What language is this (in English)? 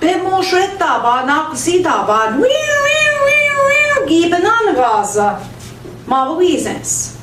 Central Ojibwa